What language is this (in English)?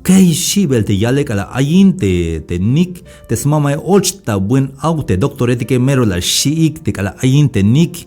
Tzeltal